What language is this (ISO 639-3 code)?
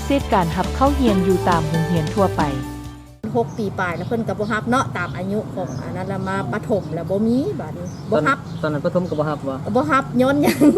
lao